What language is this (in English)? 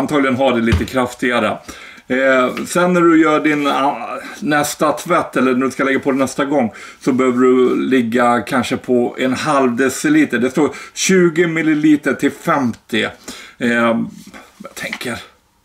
Swedish